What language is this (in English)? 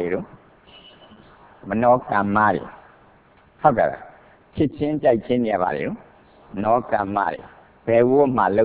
Burmese